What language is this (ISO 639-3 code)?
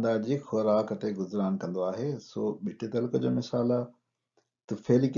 snd